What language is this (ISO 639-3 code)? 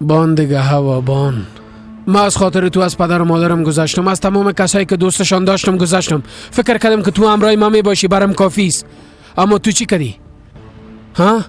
fas